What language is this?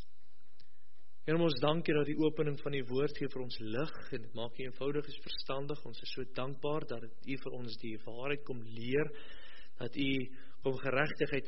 Afrikaans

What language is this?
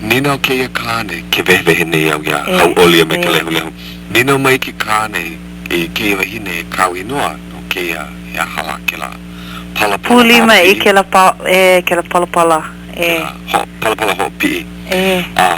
Hawaiian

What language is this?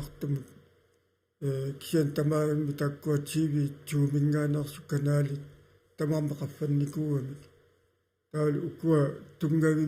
Kalaallisut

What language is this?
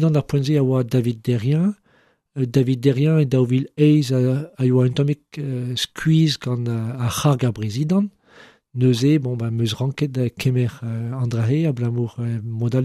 Breton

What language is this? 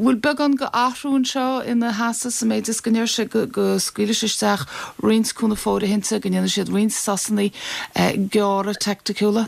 Irish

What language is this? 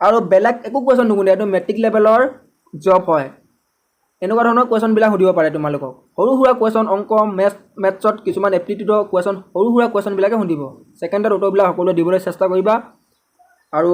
Assamese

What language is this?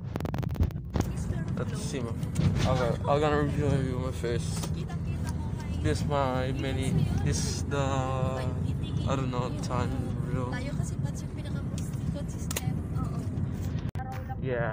Filipino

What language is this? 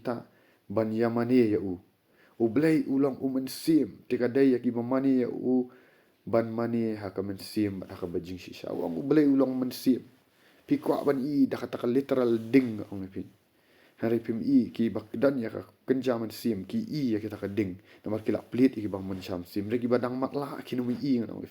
Khasi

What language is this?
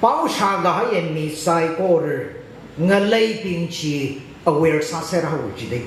Tangkhul Naga (India)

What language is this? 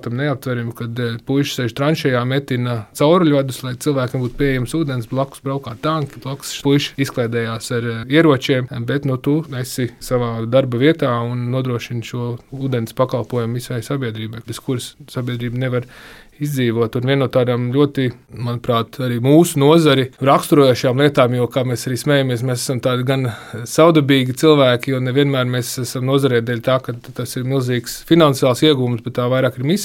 Latvian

